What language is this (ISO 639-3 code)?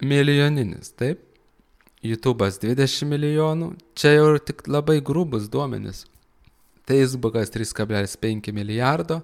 lit